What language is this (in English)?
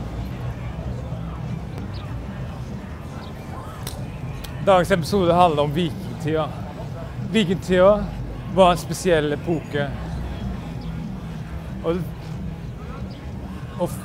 Norwegian